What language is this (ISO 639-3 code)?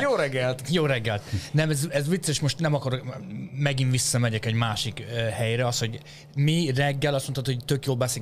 hun